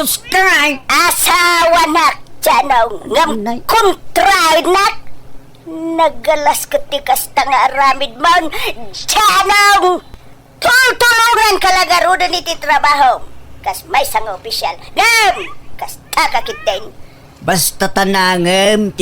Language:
Iloko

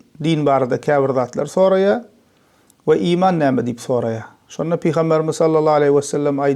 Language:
Turkmen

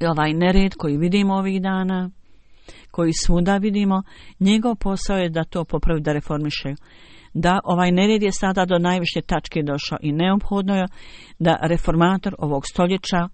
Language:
Bosnian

